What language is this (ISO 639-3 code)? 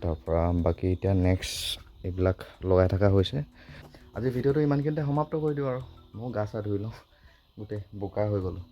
asm